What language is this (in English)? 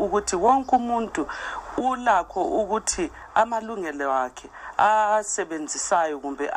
North Ndebele